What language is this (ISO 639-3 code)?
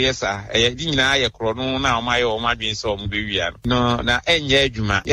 aka